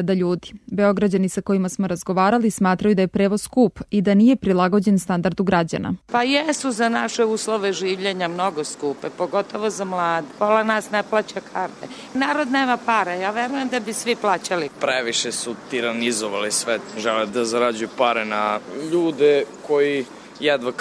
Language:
Serbian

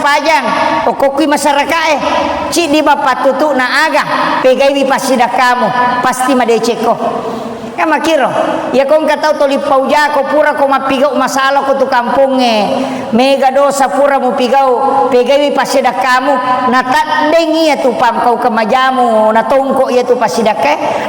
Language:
Buginese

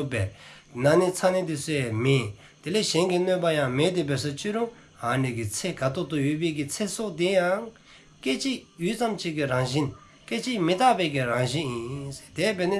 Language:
Dzongkha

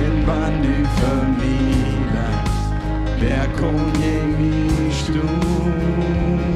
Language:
Plautdietsch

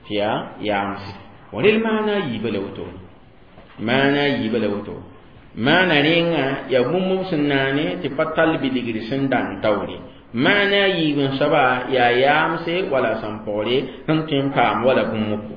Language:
Mossi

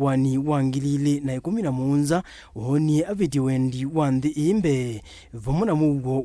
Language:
Kamba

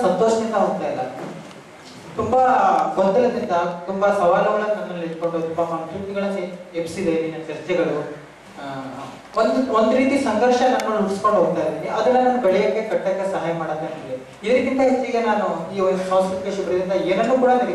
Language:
Kannada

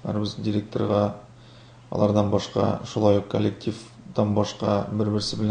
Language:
Tatar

